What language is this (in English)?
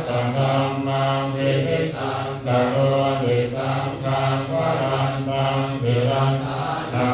Pali